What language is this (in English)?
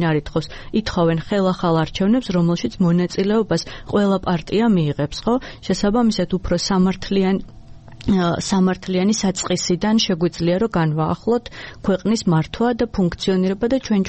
Georgian